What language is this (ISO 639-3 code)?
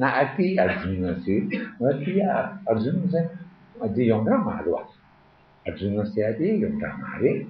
bod